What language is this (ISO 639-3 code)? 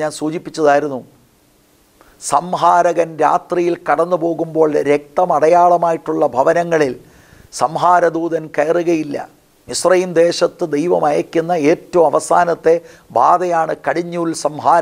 mal